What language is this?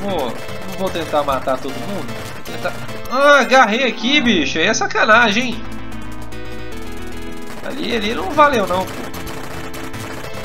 Portuguese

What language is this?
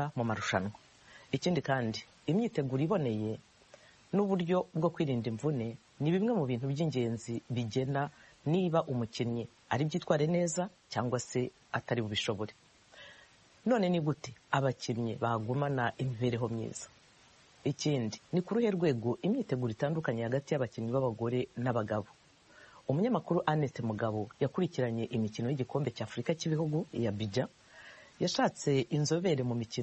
Kinyarwanda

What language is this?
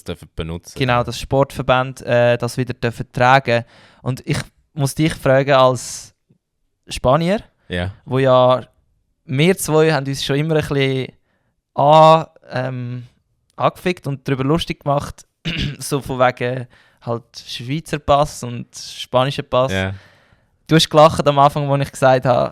Swiss German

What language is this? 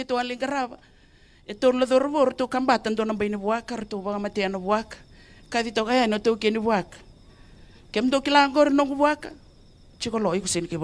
Fijian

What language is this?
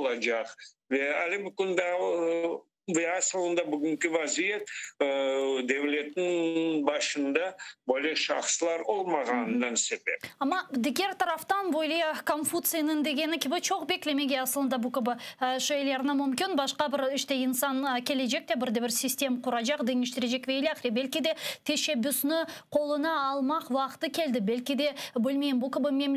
Crimean Tatar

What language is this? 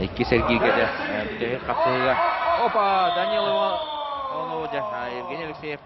Yakut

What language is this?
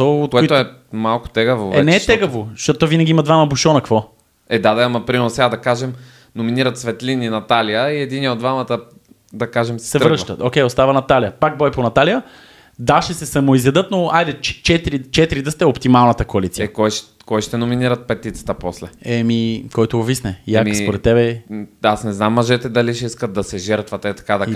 Bulgarian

